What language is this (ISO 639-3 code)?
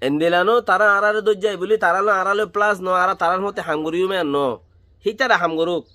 rhg